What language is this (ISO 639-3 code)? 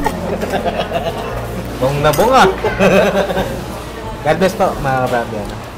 fil